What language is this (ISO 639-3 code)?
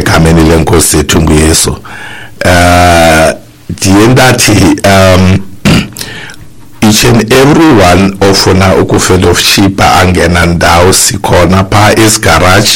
xho